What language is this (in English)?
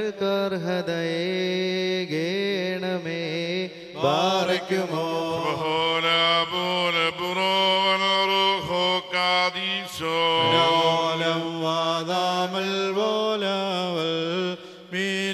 Malayalam